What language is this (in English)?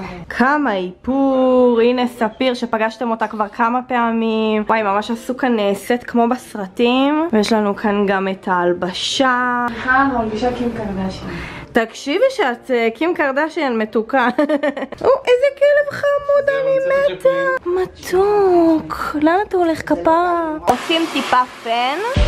Hebrew